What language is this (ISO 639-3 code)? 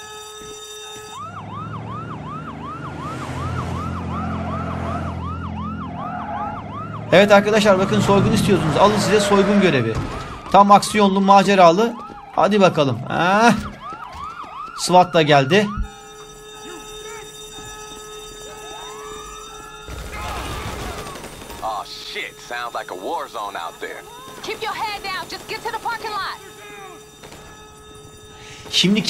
tur